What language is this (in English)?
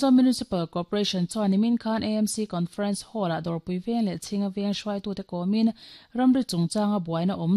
Mizo